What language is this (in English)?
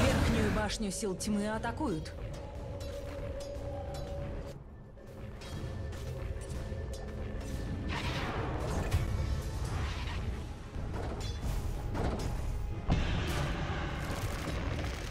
Russian